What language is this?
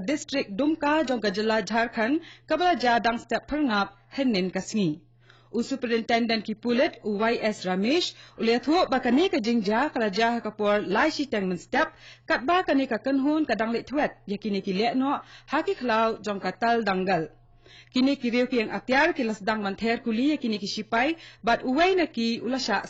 Khasi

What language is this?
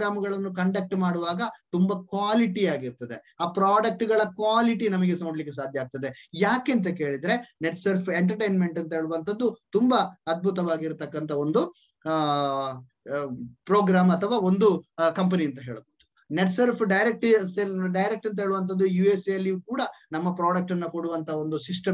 Kannada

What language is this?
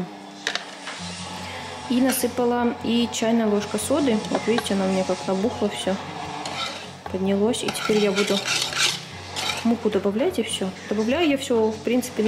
Russian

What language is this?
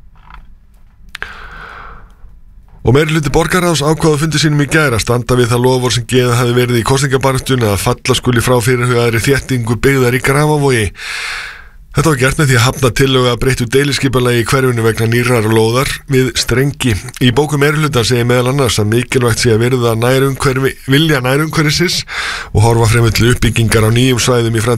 Icelandic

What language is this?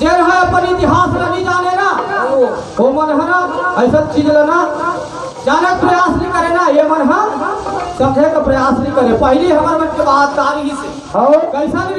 Chhattisgarhi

